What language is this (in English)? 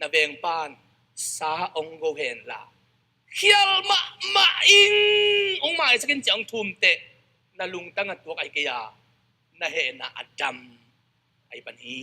Tedim Chin